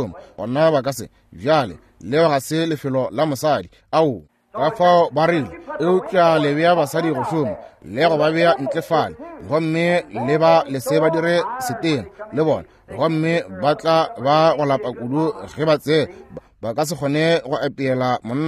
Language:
Northern Sotho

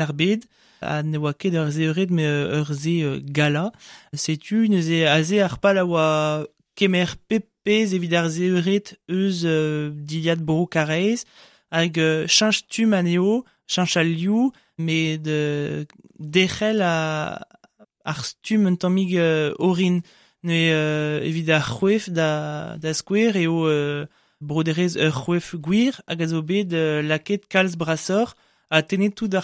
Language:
Breton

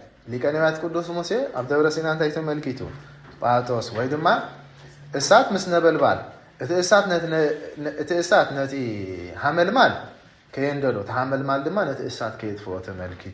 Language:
Tigrinya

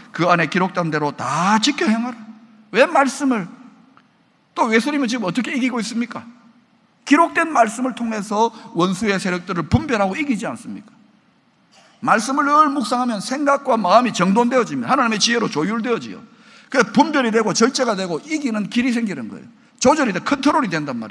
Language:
Korean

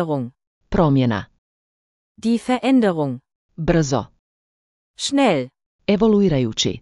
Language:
Slovenian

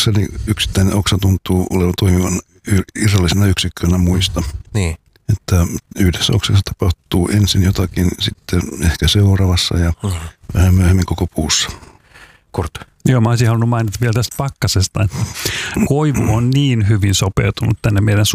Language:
Finnish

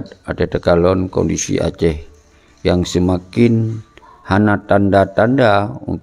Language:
Achinese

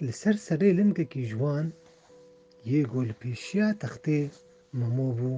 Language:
Kurdish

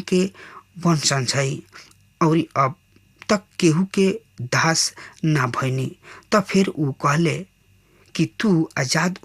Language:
Bhojpuri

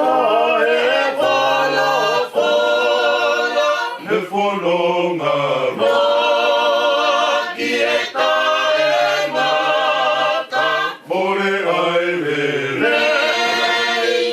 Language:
Tongan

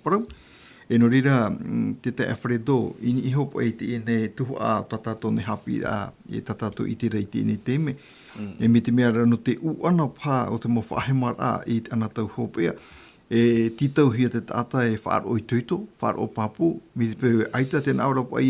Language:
Tahitian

